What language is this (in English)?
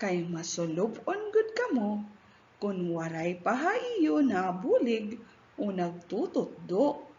Waray